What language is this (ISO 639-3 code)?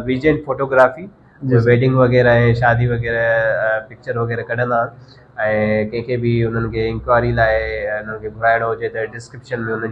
snd